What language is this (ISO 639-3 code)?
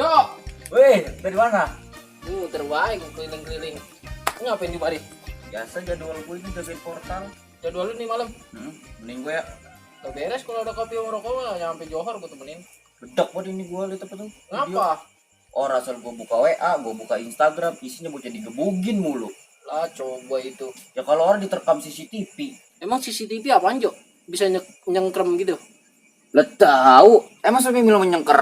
bew